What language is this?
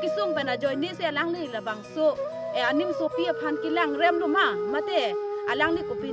Karbi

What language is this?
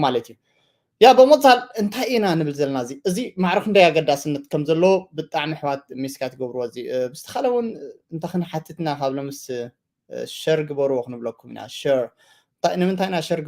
Tigrinya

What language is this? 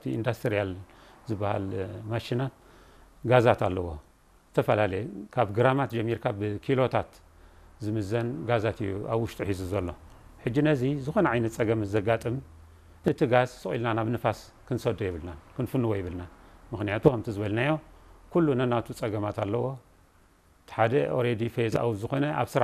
Tigrinya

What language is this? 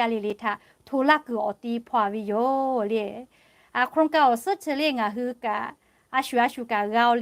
Lahu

